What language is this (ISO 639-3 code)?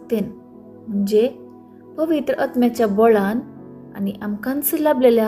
kok